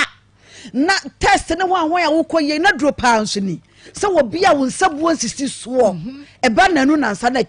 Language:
Akan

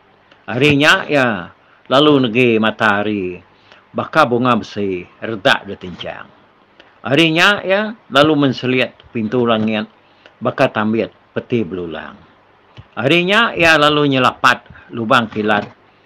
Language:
Iban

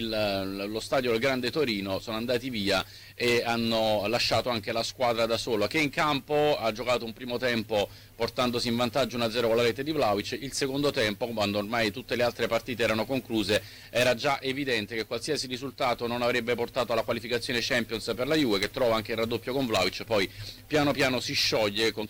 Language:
Italian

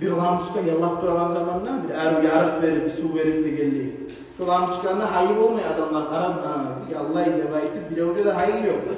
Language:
Kumyk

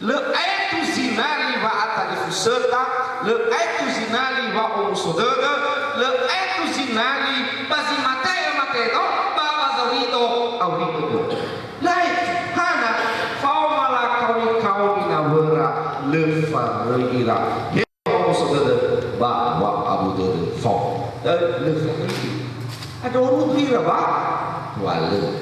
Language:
Nias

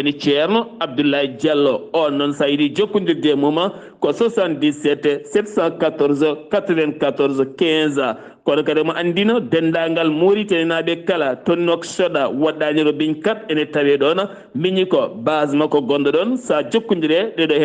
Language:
Fula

